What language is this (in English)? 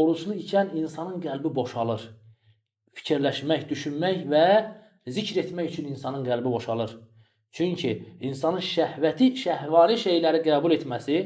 Azerbaijani